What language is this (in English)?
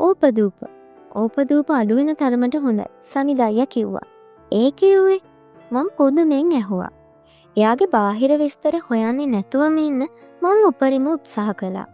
Sinhala